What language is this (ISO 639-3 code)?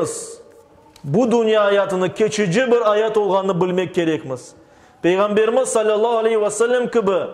crh